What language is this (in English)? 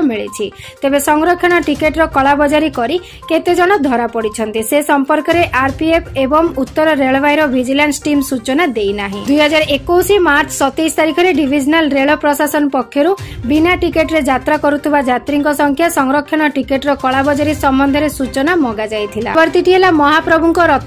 Odia